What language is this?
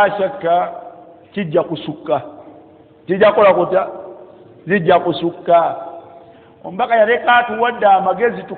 Ganda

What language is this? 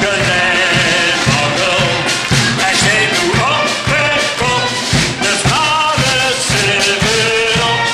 Limburgish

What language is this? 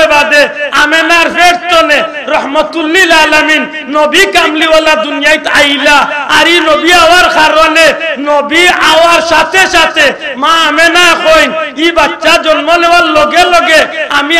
Sylheti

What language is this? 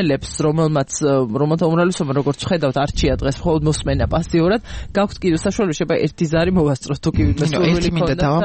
Georgian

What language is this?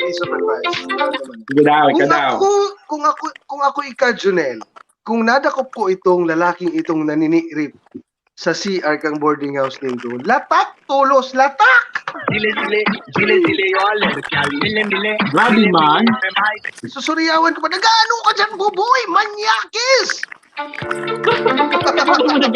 Bikol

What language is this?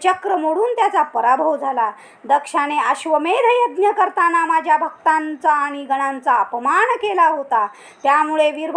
Marathi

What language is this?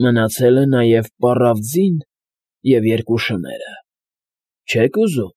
Armenian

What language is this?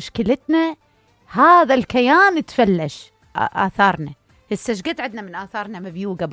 Mesopotamian Arabic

